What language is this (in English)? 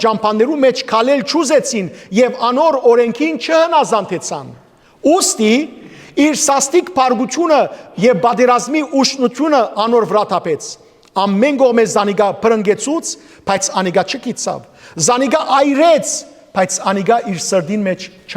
Western Armenian